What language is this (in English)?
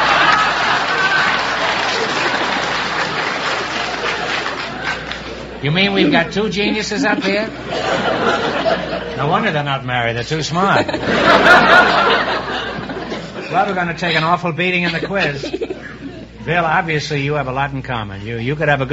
English